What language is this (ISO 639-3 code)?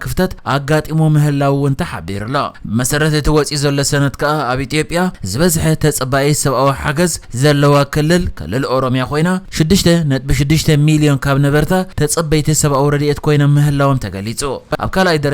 tir